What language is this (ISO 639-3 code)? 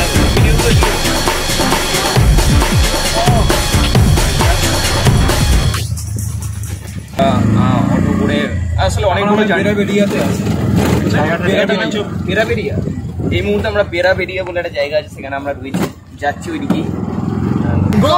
ben